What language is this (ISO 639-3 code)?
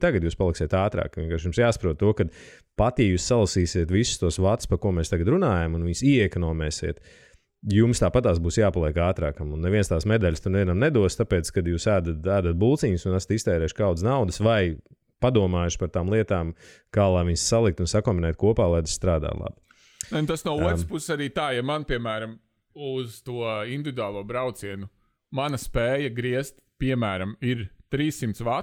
lav